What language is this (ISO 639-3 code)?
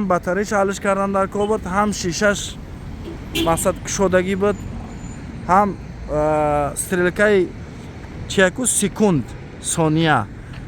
tgk